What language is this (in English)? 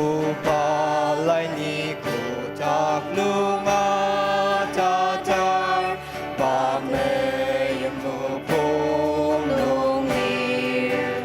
Ao Naga